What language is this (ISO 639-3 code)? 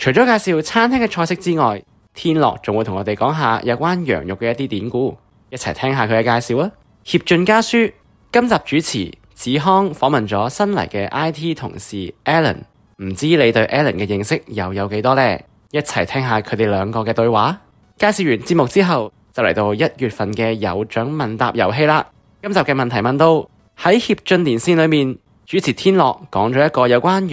yue